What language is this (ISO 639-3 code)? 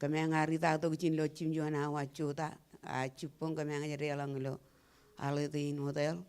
mah